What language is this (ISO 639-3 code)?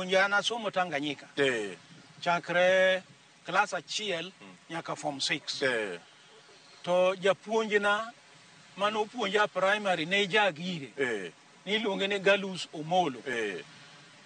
luo